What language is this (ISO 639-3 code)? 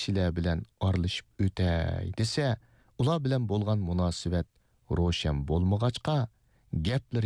uig